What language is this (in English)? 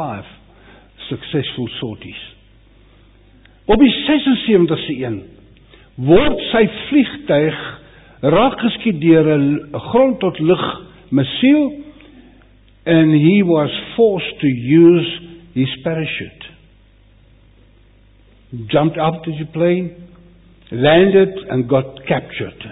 Afrikaans